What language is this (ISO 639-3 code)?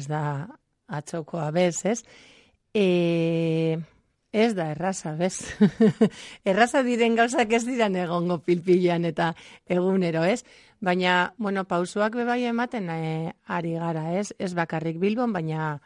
eus